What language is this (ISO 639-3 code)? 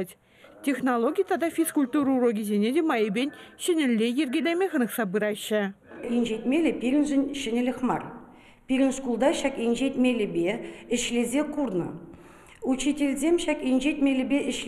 chv